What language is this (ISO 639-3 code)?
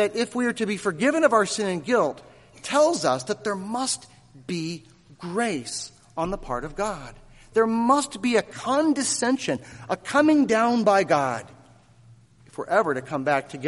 eng